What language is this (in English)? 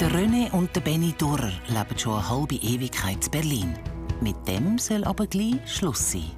Swiss German